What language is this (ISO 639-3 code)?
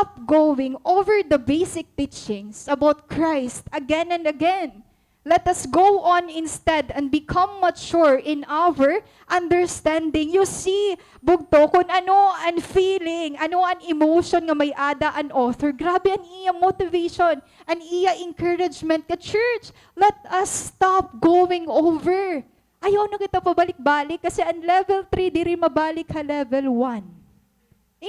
war